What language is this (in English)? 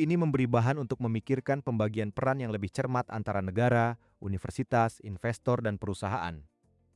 Indonesian